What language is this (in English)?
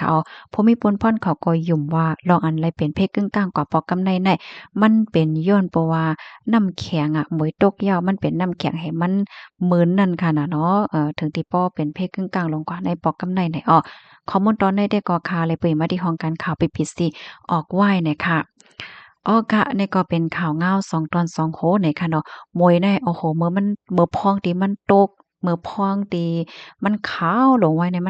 Shan